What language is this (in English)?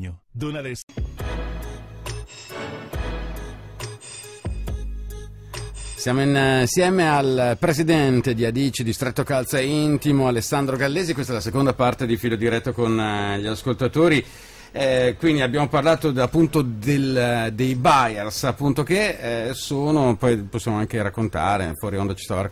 Italian